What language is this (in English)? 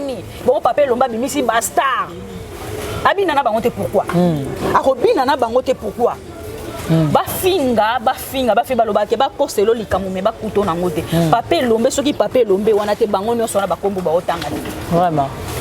Lingala